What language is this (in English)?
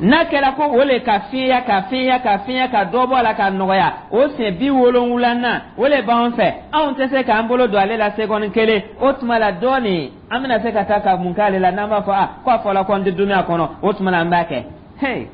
Dyula